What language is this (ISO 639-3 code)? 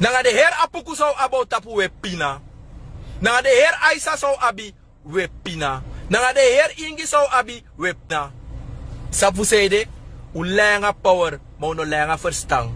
srn